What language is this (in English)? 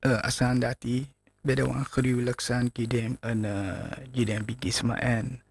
Sranan Tongo